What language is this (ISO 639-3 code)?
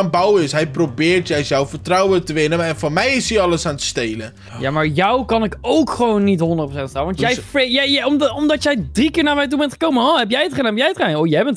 nld